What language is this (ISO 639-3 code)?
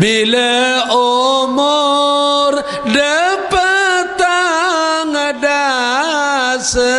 sas